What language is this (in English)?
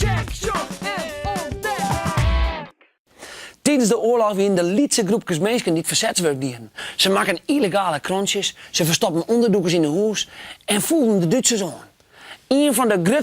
Western Frisian